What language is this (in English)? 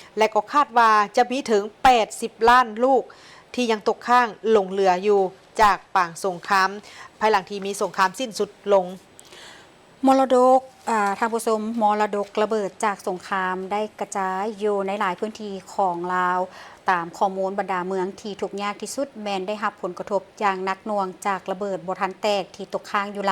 Lao